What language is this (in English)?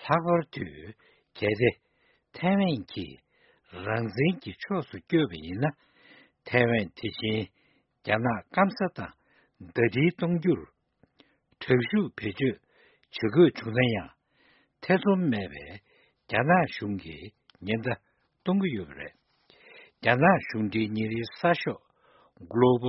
Tibetan